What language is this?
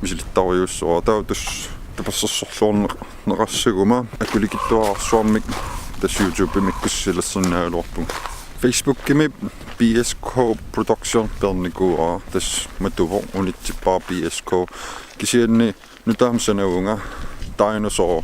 Kalaallisut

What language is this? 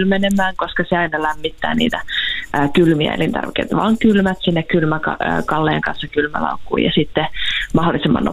Finnish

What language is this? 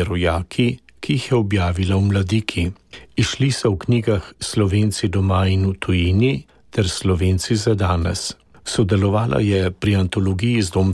Slovenian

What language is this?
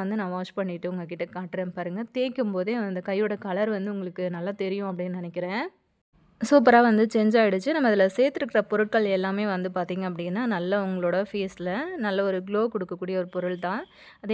Tamil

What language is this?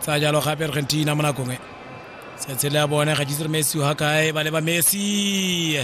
Tswana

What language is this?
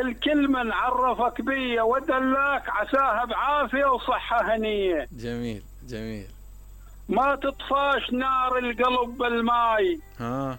Mesopotamian Arabic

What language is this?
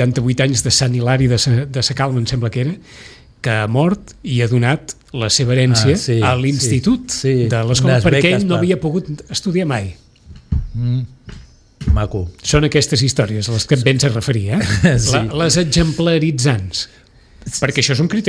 Catalan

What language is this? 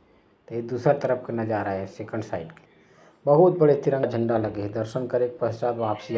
Chhattisgarhi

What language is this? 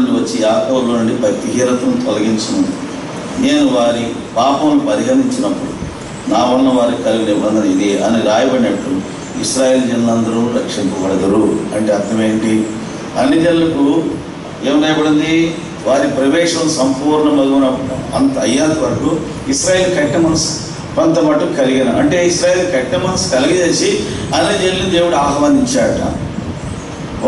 Telugu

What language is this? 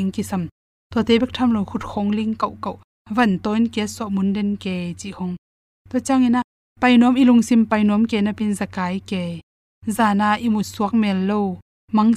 Tedim Chin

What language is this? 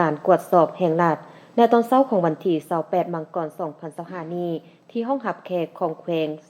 Lao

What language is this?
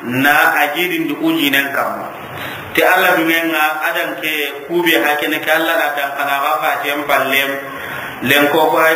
Soninke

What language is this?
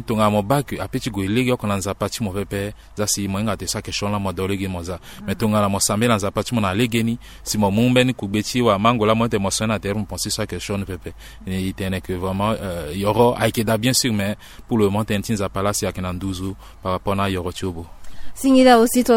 Sango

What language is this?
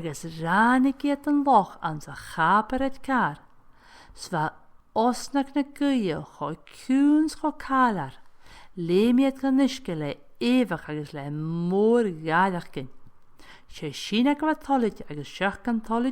Scottish Gaelic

